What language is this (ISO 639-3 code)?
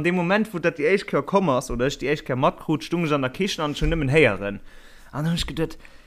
ltz